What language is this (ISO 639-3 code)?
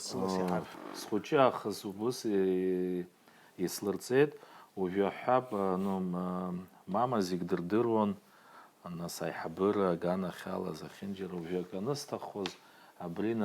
abk